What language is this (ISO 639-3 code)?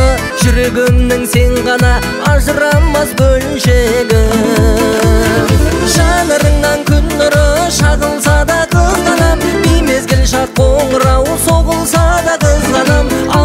kaz